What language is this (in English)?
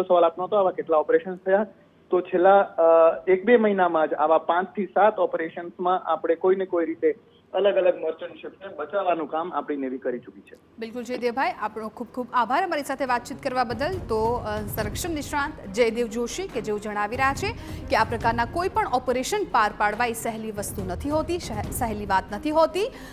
Gujarati